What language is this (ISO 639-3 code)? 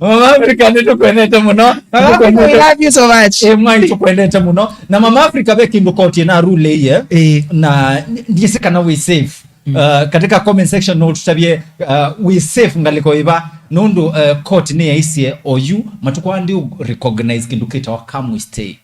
kam